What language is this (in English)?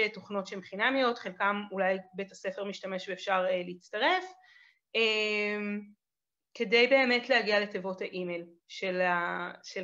Hebrew